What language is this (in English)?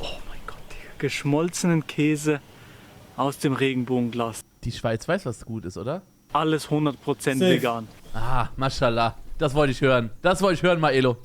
Swiss German